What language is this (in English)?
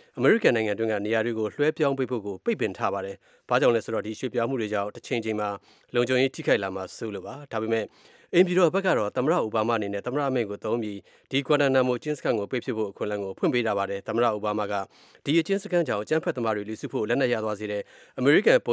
Burmese